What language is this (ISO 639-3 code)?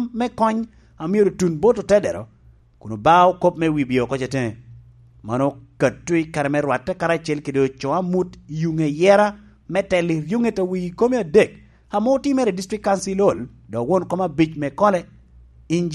laj